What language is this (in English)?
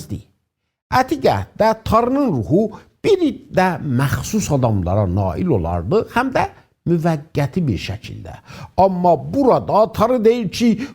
South Azerbaijani